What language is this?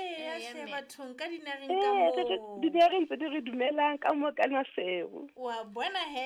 Southern Sotho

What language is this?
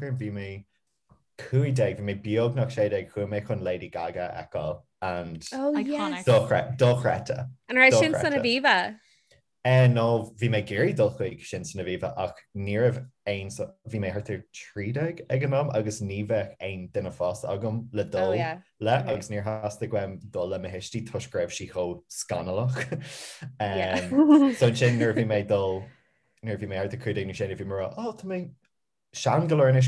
Irish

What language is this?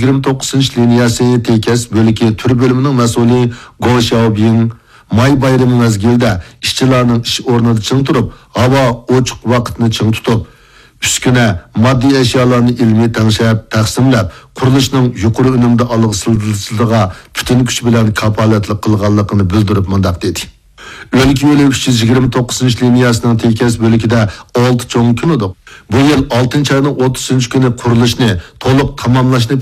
Uyghur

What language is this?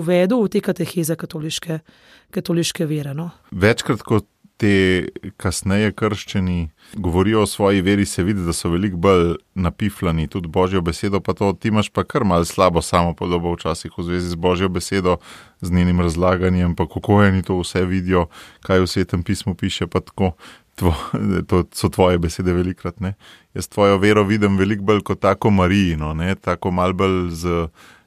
Slovenian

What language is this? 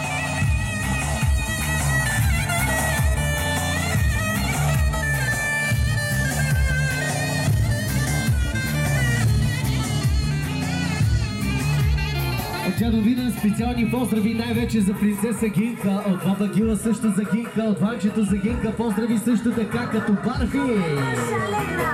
Bulgarian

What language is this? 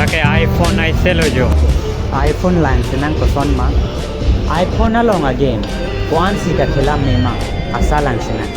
Karbi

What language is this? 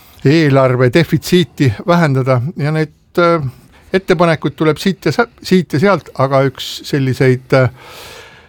Estonian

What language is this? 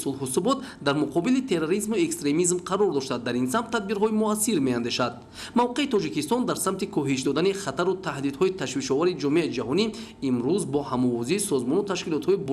Tajik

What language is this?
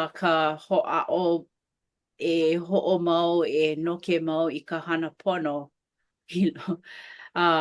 Hawaiian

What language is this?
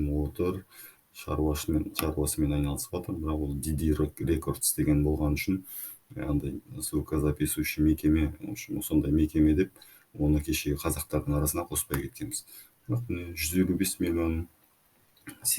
Kazakh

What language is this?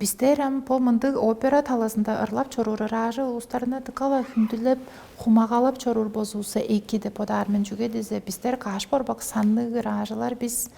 Tuvinian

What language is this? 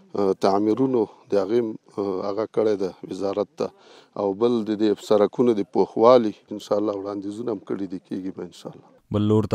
Pashto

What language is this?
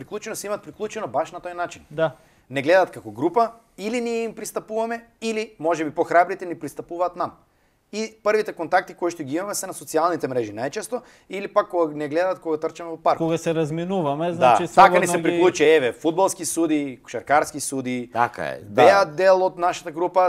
Macedonian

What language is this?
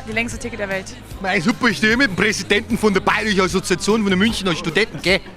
Luxembourgish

